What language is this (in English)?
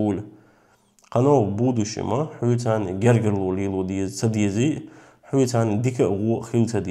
Chechen